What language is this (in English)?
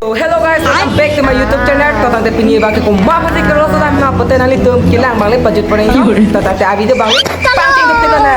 Karbi